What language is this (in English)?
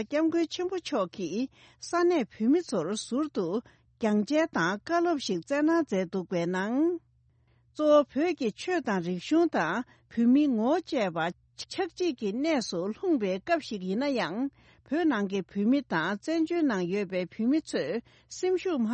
Tibetan